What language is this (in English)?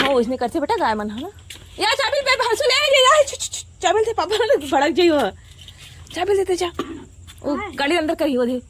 Chhattisgarhi